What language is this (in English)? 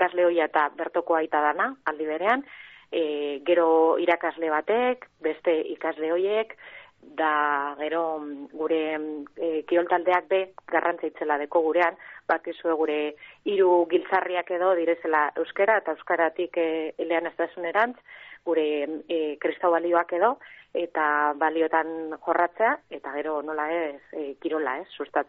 Basque